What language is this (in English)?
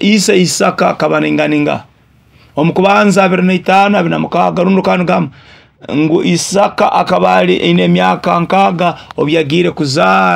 Nyoro